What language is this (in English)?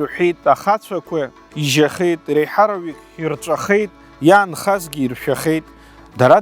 Abkhazian